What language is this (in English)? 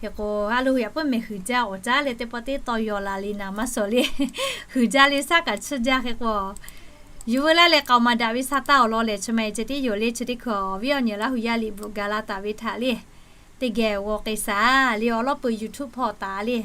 Lahu